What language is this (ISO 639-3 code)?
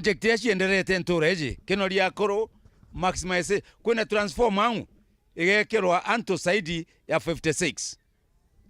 mer